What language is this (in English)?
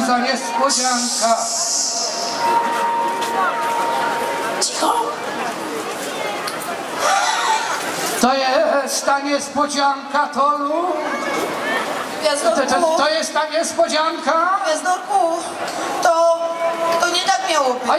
Polish